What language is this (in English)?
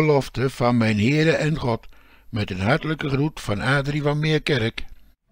Dutch